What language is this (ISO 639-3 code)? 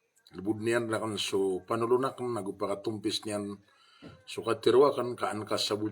mrw